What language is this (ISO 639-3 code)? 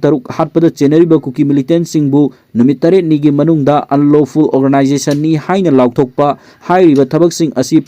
mni